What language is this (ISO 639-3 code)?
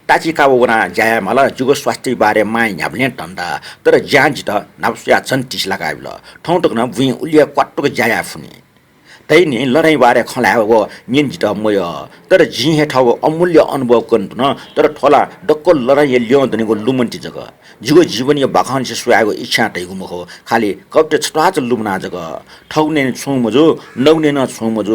new